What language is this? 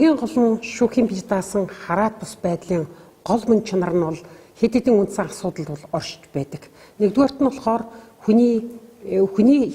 Mongolian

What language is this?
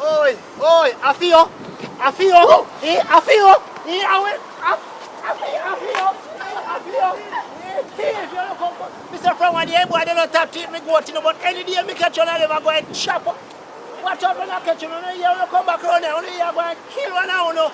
Jamaican Creole English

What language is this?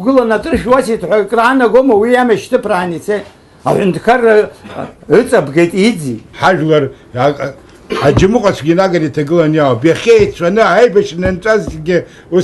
Abkhazian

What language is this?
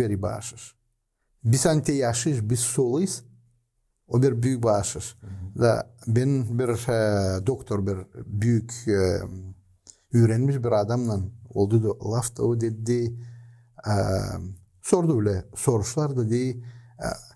Gagauz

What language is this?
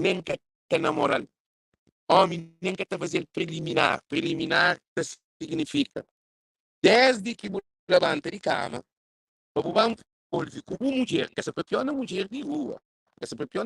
Kabuverdianu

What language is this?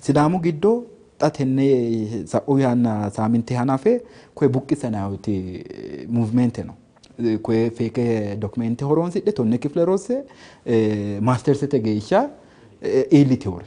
Sidamo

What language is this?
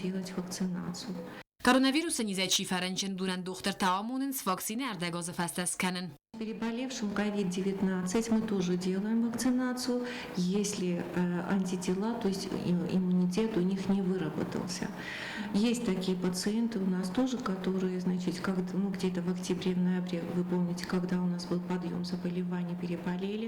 Ossetic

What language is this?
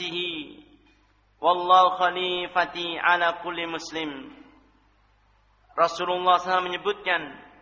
Indonesian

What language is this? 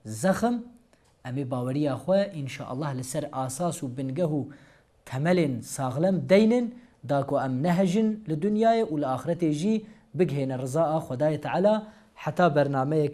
Kurdish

